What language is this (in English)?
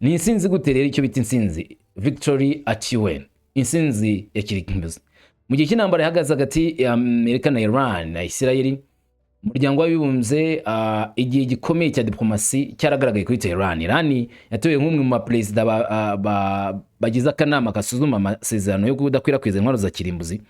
Kinyarwanda